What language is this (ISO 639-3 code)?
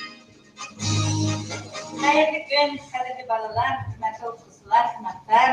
bak